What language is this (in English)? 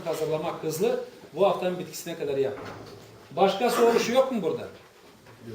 Gagauz